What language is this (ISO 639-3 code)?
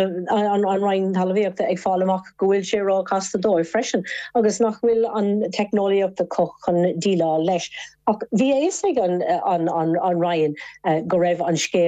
gle